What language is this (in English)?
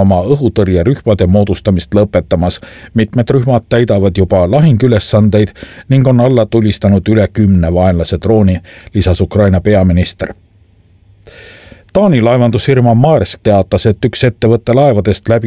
Estonian